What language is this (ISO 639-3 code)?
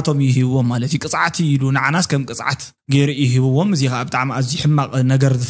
tir